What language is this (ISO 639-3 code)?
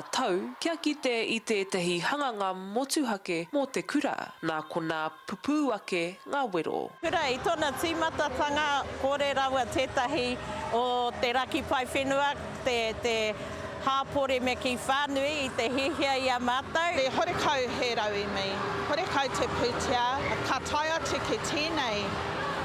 mri